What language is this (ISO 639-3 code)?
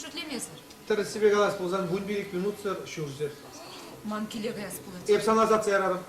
chv